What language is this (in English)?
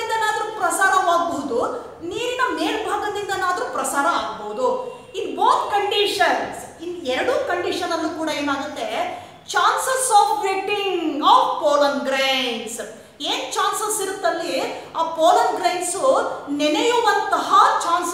Kannada